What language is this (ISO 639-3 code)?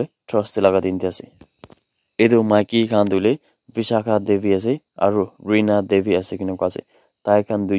nag